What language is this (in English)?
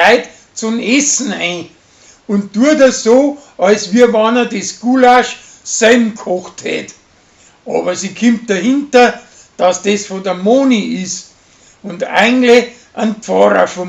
Bavarian